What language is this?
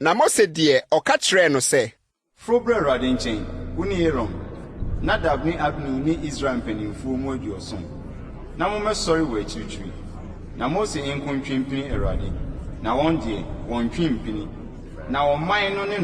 Akan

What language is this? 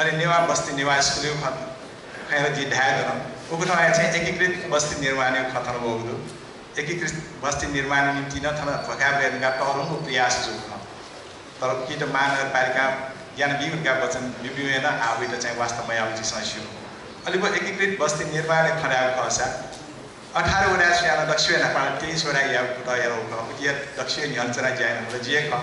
Newari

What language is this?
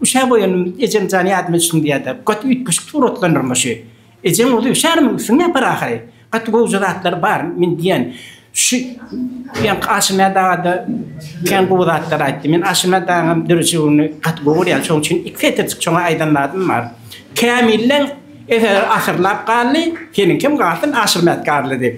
Turkmen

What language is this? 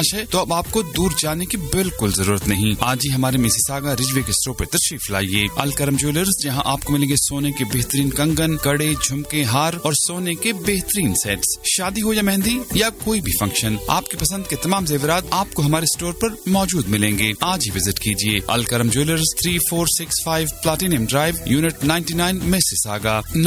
Urdu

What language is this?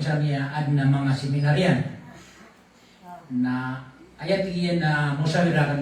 Maranao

